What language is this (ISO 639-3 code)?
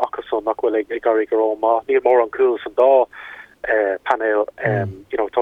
gle